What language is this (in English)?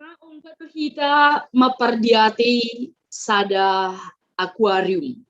Batak Simalungun